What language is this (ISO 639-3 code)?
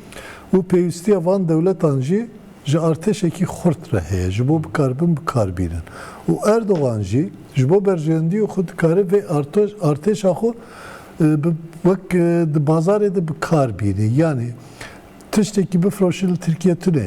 kur